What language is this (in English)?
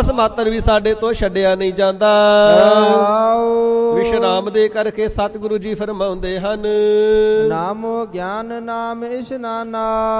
Punjabi